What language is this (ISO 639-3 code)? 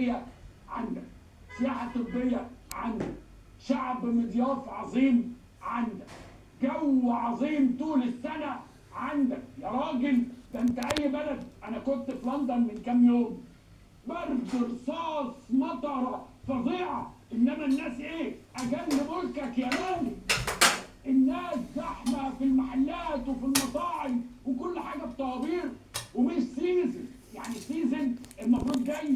arz